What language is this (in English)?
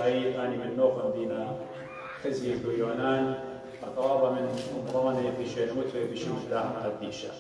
Assyrian Neo-Aramaic